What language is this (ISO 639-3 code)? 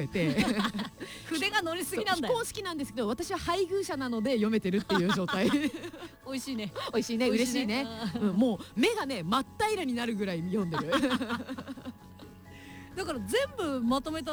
jpn